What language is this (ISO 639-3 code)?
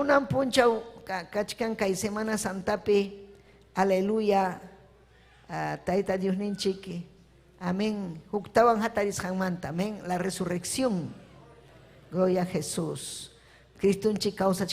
quy